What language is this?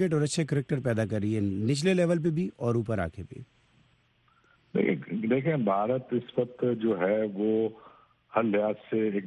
Urdu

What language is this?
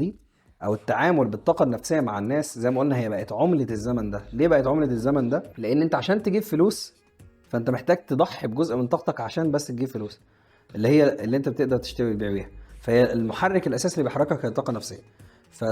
Egyptian Arabic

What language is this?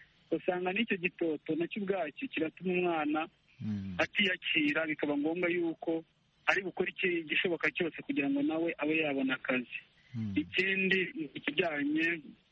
Kinyarwanda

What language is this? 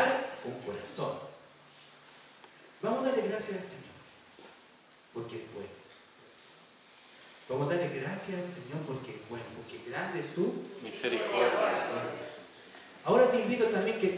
Spanish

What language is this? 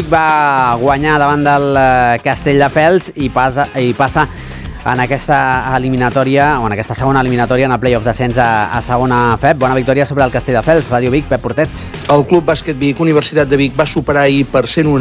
Catalan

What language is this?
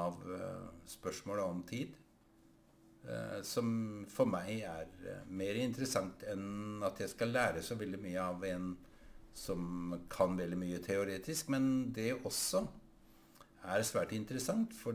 Norwegian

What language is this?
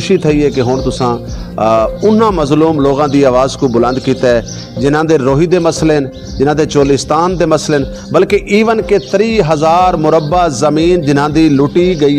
Saraiki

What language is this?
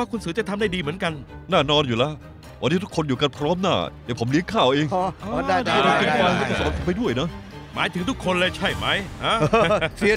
Thai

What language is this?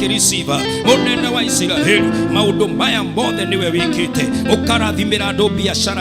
Kikuyu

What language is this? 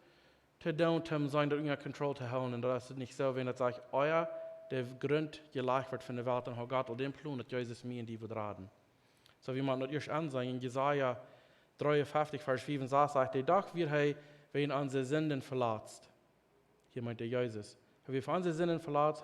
Plautdietsch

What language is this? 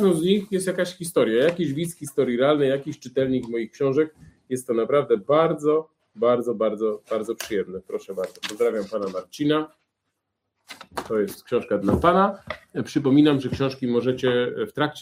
Polish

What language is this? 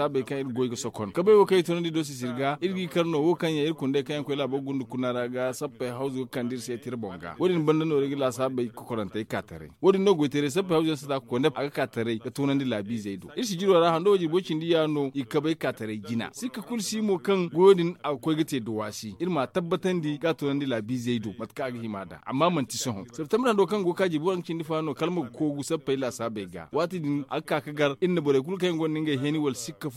Zarma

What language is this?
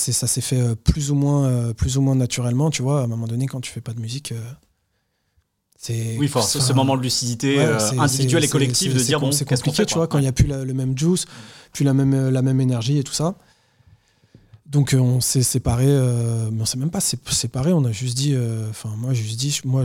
French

